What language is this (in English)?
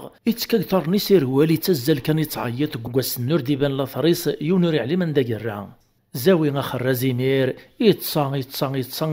Kabyle